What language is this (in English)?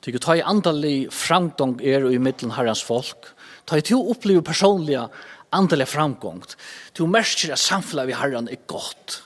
Faroese